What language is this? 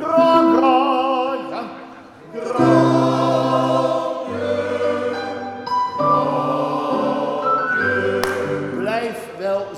Dutch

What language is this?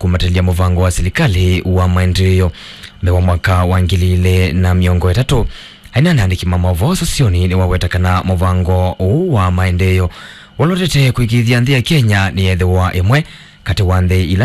Kamba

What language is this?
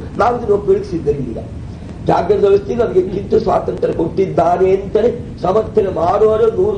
Kannada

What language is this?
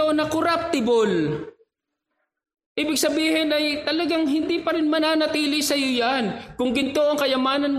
Filipino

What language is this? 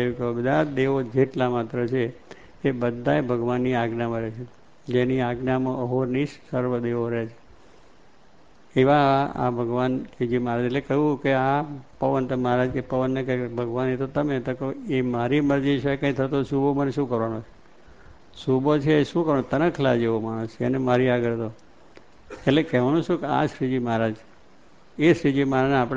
Gujarati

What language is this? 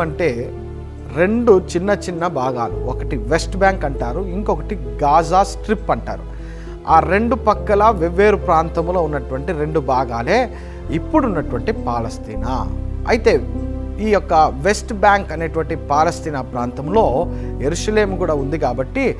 Telugu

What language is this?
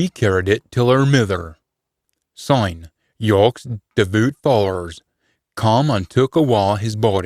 Scots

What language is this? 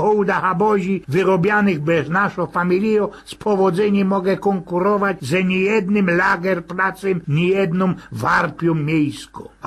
Silesian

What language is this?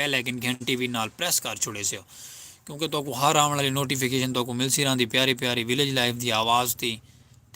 Saraiki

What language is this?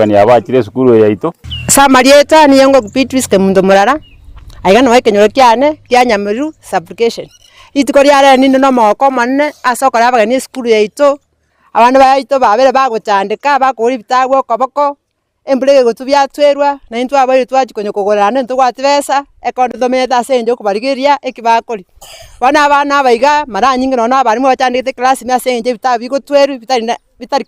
Gusii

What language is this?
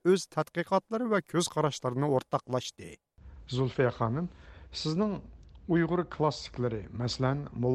Uyghur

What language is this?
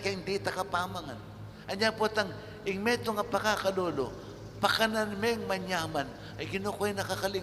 Pampanga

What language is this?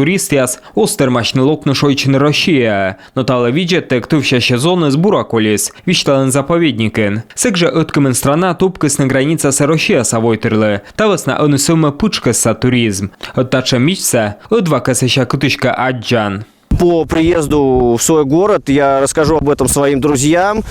Komi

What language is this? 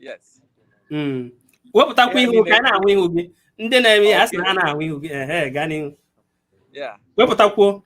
Igbo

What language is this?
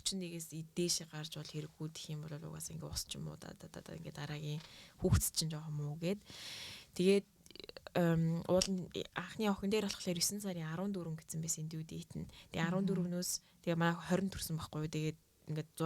Mongolian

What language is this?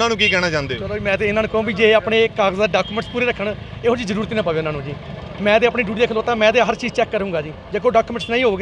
Punjabi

